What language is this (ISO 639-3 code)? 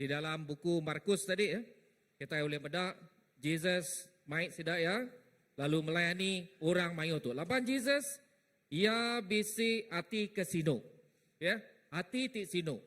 iba